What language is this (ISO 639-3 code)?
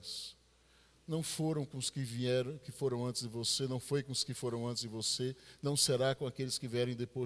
por